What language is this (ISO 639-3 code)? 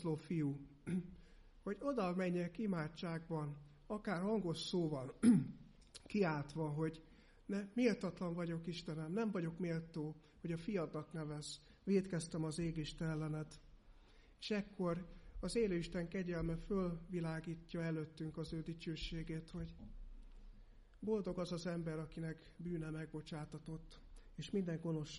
hun